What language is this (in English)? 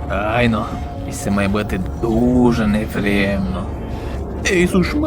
Rusyn